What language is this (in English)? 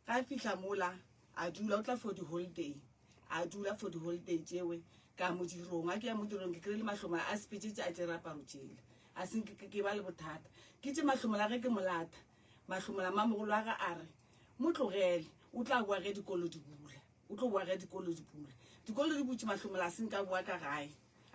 Northern Sotho